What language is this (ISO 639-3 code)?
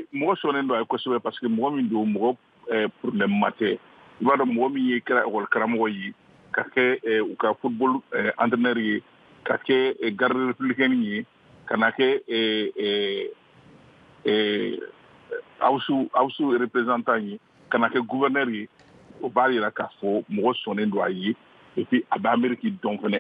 bam